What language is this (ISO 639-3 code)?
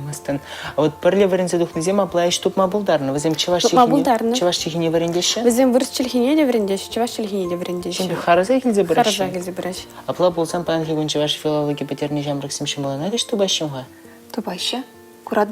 chv